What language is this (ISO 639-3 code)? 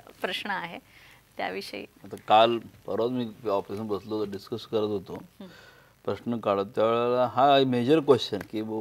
mar